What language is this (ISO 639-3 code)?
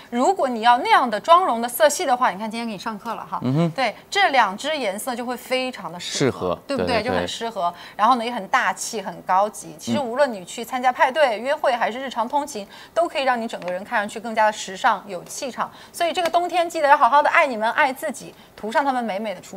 zho